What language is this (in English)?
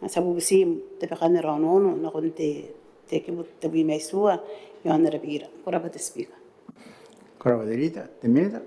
Gilbertese